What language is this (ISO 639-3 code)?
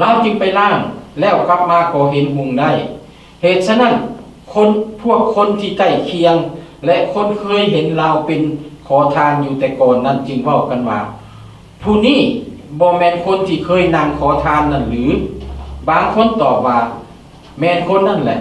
lao